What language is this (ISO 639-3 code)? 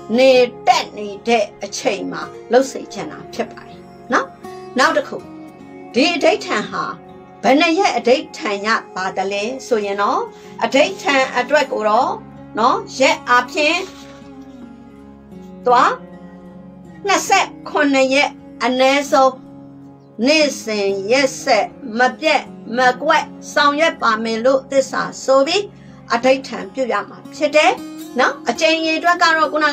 mya